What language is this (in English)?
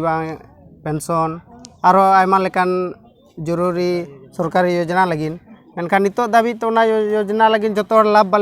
Santali